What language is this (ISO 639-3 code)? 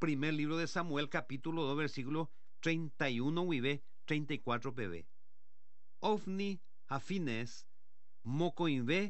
grn